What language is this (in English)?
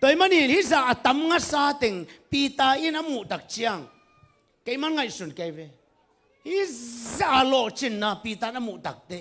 Tedim Chin